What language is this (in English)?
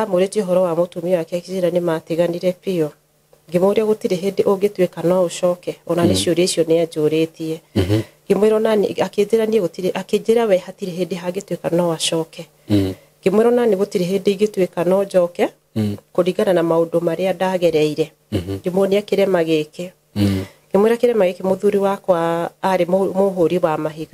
Kikuyu